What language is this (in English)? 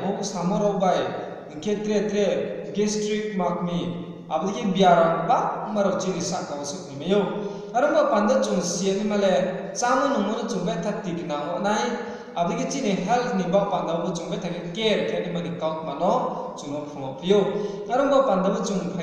Riang (India)